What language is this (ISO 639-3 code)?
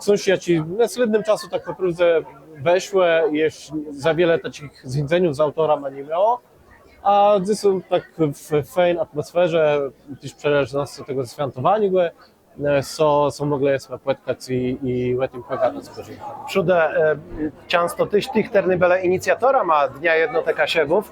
csb